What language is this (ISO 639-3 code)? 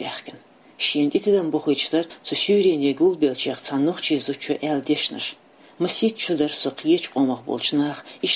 che